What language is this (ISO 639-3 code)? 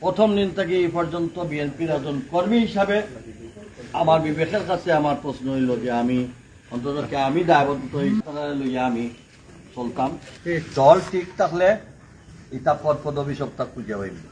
syl